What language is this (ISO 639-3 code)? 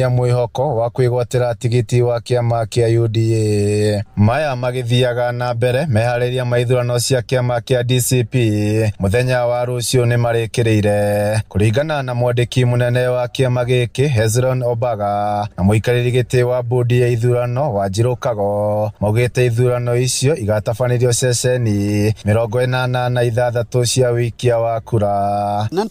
kik